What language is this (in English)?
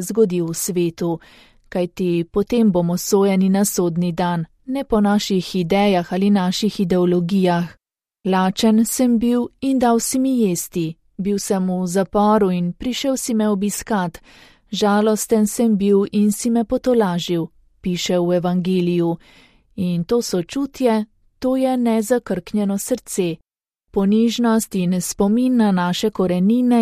Slovenian